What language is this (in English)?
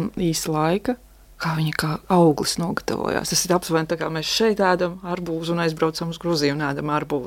Latvian